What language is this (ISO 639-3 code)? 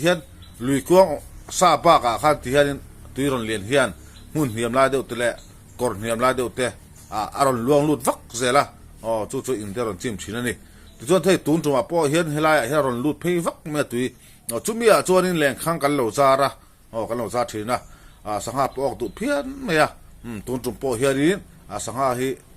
lus